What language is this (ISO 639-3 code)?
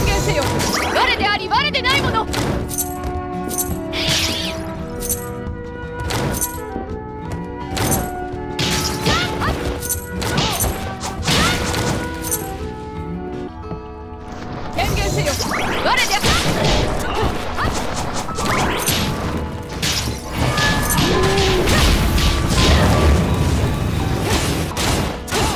jpn